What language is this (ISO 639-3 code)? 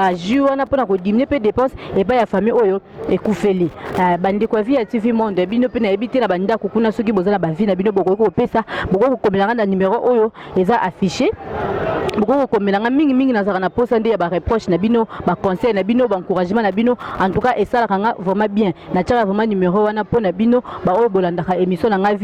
lin